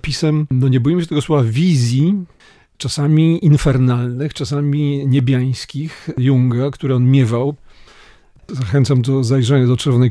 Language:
Polish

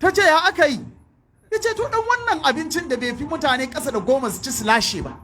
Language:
Hausa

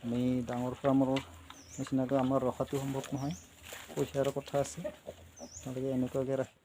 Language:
Assamese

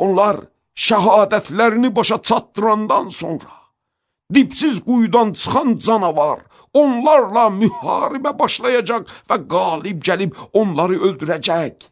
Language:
Azerbaijani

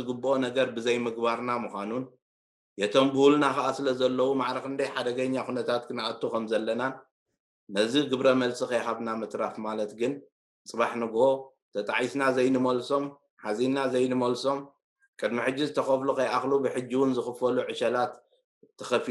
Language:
Tigrinya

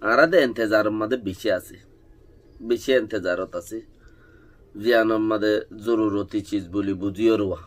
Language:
Rohingya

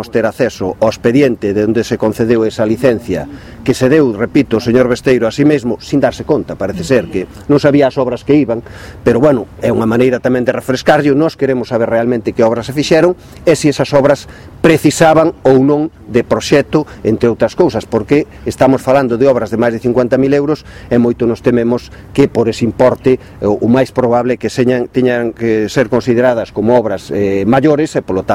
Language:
Galician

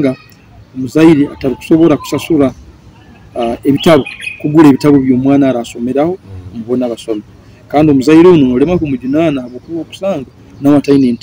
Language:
Nyoro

